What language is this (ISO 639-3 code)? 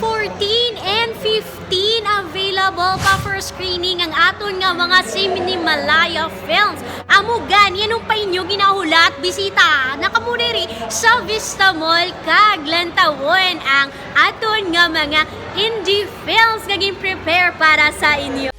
hil